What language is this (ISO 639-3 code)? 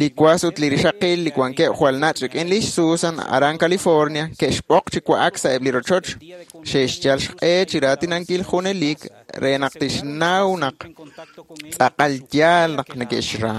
kek